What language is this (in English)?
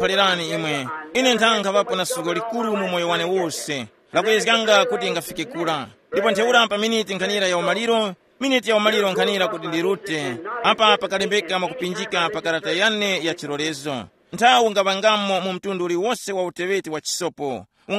Tumbuka